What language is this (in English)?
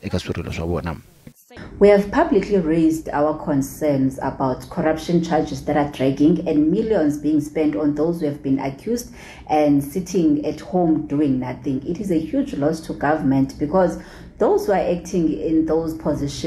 Tsonga